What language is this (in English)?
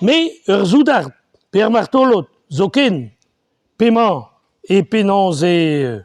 Breton